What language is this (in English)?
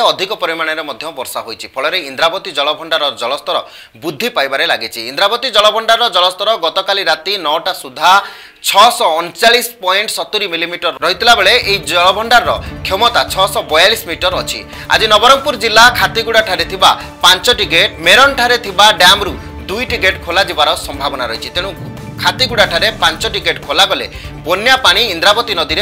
Odia